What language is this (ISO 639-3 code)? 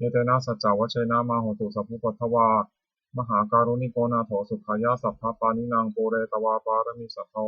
pli